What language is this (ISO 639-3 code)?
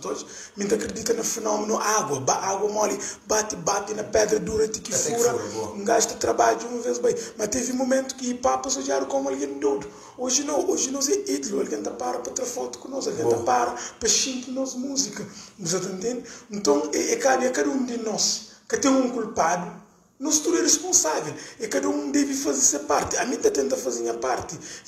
kea